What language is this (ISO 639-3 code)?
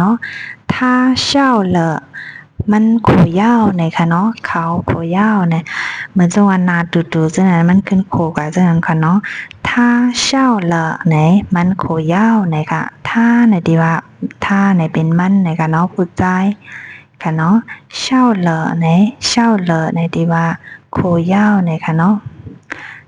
shn